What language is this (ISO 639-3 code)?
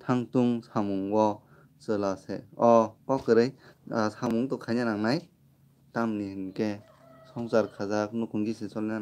trp